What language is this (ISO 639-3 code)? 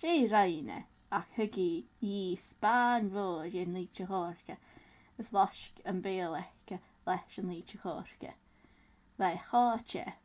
gla